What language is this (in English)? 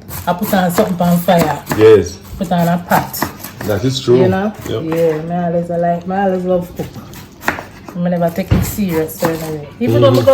Jamaican Creole English